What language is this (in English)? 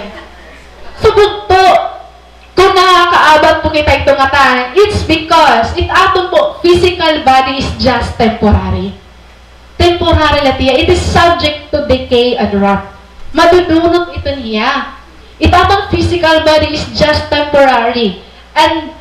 Waray